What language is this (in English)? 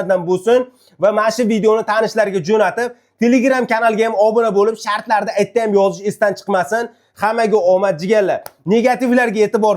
Uzbek